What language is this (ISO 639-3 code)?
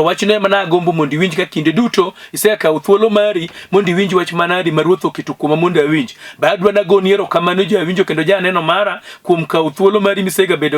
luo